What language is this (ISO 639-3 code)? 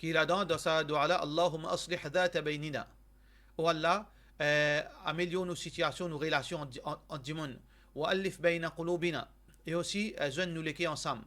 mfe